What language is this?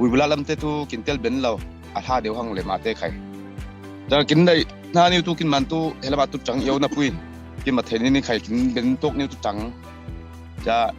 Falam Chin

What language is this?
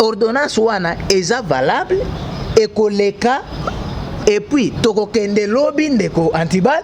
Lingala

